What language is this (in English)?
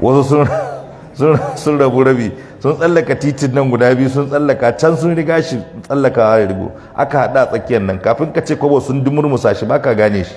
Hausa